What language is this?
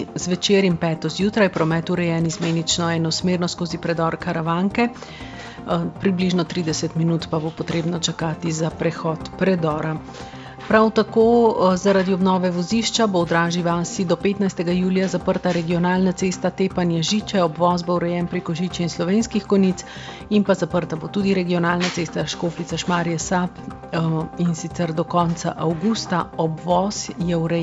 Slovenian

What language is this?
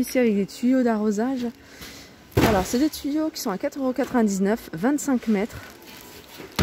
French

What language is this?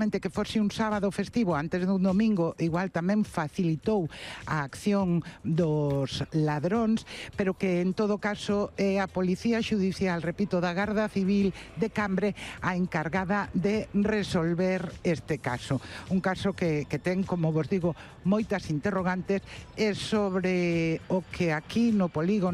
Galician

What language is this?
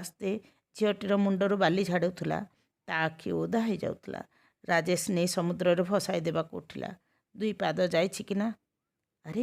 Odia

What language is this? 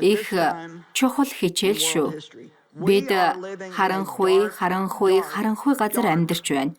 Mongolian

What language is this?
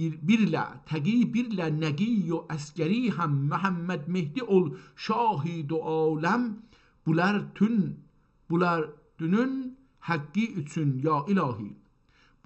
South Azerbaijani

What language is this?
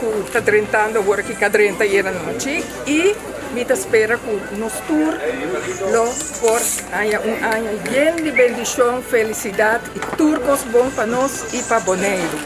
Papiamento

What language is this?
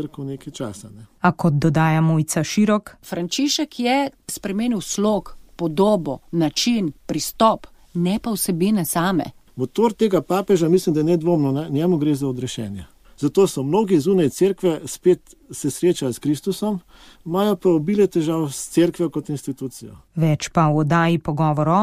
Slovenian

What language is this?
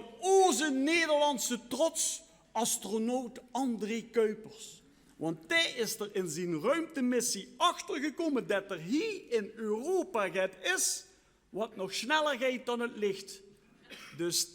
Limburgish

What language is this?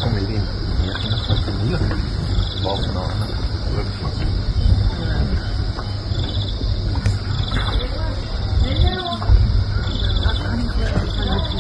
Afrikaans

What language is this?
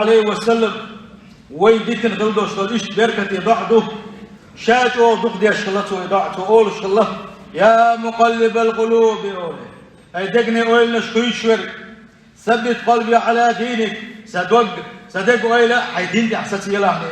Chechen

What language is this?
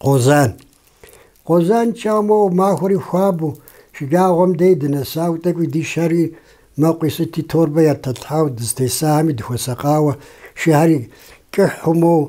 Kabardian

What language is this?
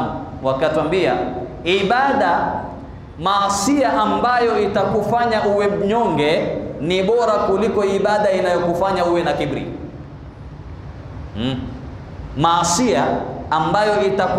Swahili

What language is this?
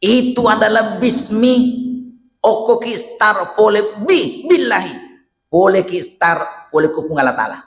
Buginese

